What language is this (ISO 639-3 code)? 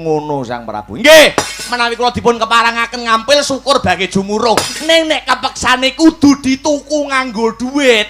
jav